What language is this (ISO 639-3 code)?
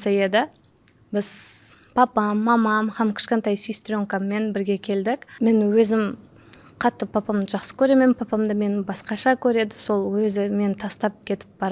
kaa